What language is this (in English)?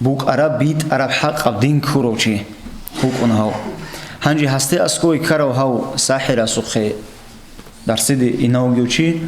Avaric